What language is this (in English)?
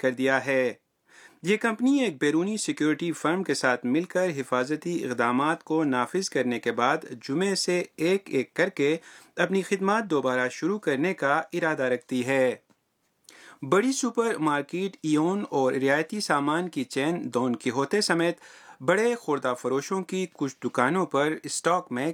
Urdu